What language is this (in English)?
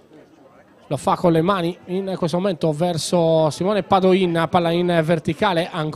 Italian